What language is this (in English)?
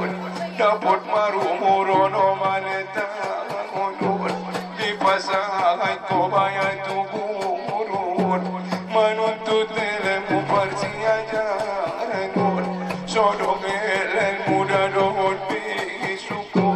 Batak Angkola